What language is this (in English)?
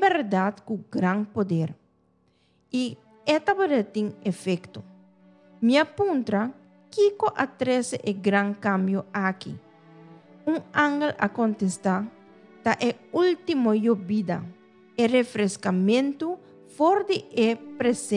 Papiamento